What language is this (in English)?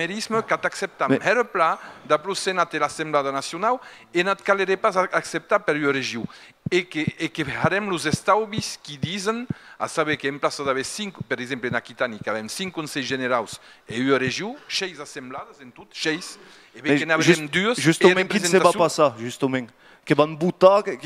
Occitan